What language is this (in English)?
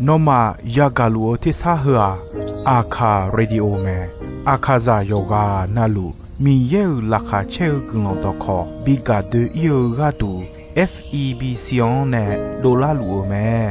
Akha